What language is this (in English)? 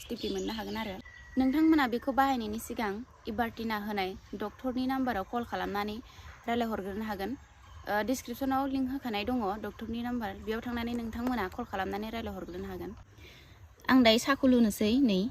Bodo